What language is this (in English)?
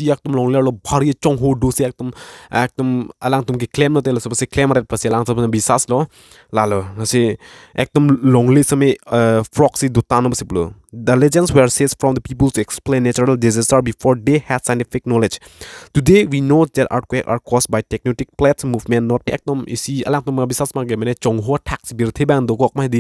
Karbi